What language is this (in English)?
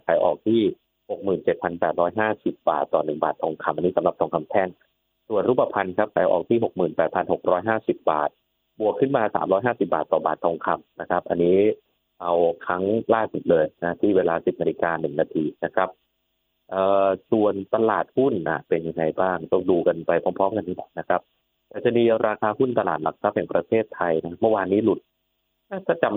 Thai